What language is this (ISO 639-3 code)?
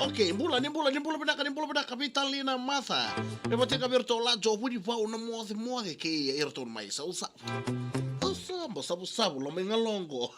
fij